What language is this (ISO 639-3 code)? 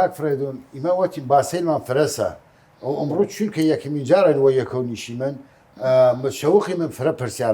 sdh